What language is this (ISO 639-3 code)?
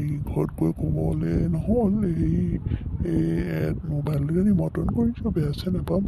asm